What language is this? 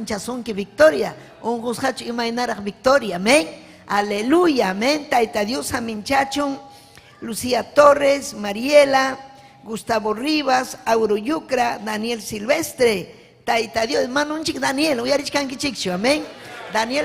Ayacucho Quechua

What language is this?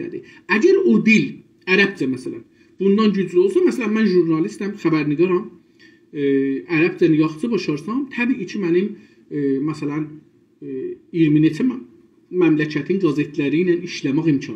South Azerbaijani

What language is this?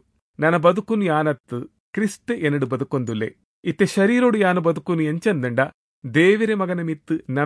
Tulu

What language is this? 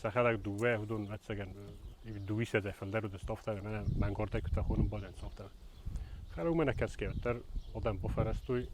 Ossetic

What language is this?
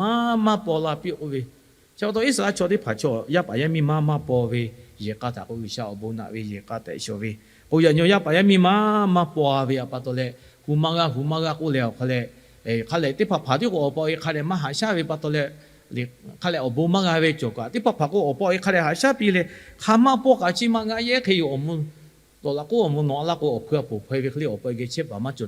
Lahu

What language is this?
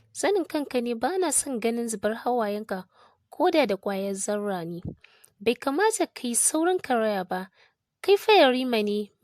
Hausa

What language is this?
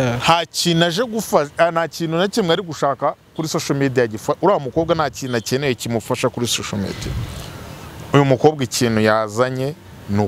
Kinyarwanda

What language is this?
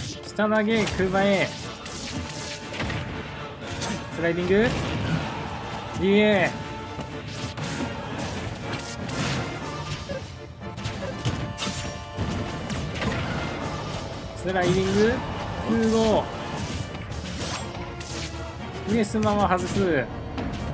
Japanese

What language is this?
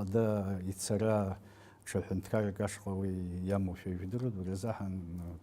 Abkhazian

